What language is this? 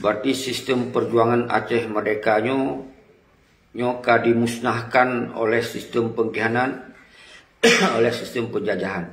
Achinese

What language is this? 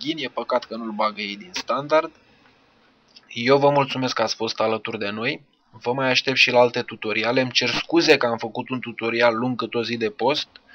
Romanian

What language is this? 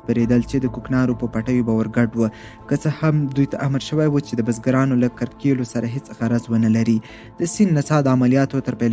Pashto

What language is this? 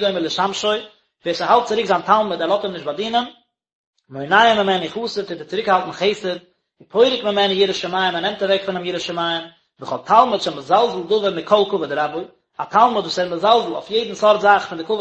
Yiddish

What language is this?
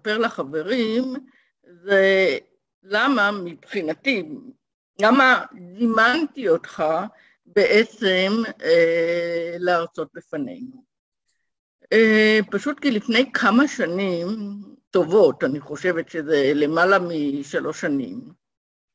Hebrew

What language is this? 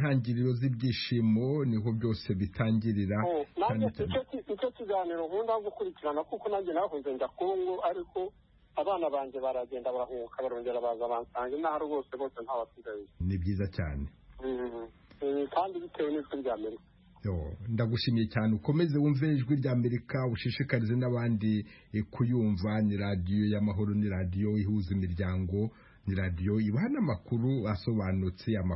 Kinyarwanda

